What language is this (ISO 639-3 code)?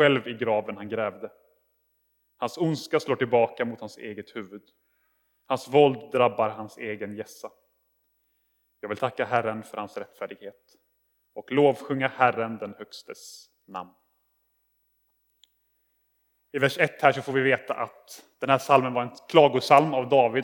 swe